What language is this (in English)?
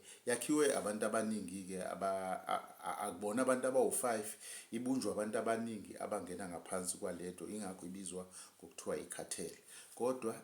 Zulu